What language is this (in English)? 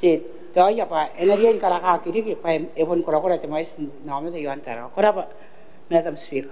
Gilbertese